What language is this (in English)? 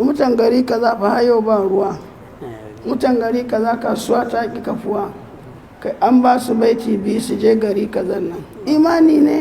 Hausa